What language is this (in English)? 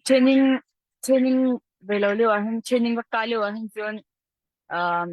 Hakha Chin